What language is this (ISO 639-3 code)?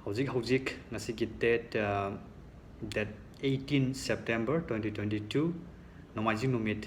mni